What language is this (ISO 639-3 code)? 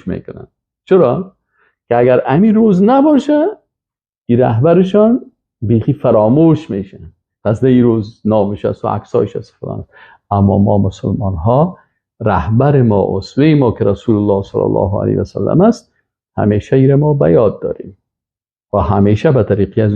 fas